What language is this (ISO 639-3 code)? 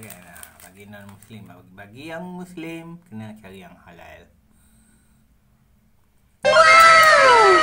msa